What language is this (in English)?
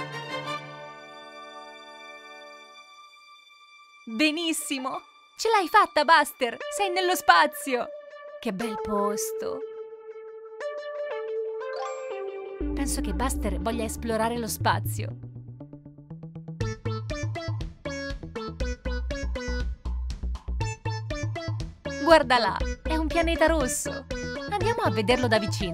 Italian